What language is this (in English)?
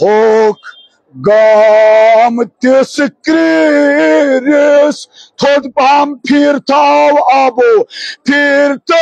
Kashmiri